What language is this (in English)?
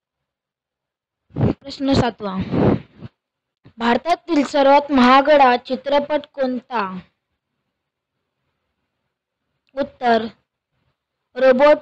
Marathi